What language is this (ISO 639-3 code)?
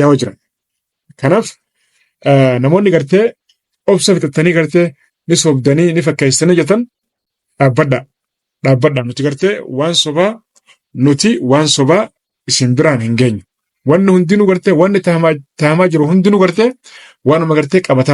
orm